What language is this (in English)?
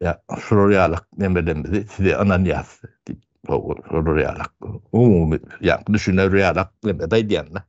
Turkmen